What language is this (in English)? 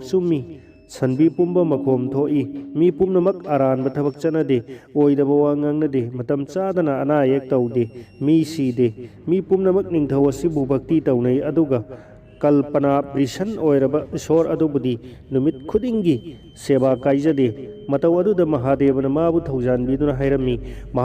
Manipuri